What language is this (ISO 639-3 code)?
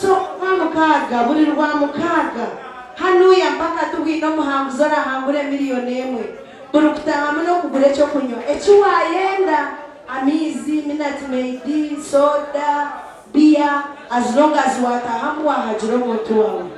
nyn